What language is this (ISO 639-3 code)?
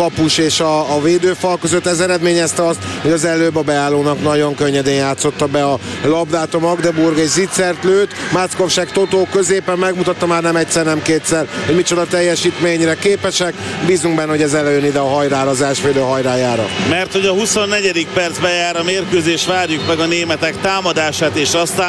hun